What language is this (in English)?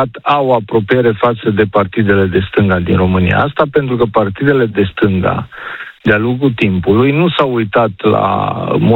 Romanian